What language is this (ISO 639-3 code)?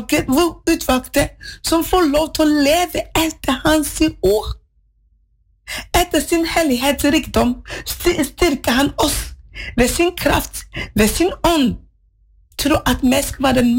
nor